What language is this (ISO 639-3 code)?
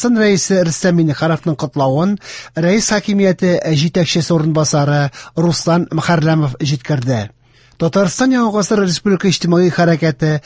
tat